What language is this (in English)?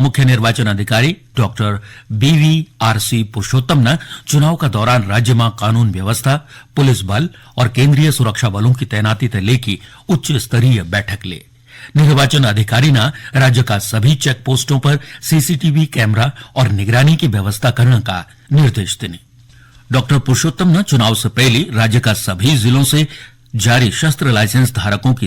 Garhwali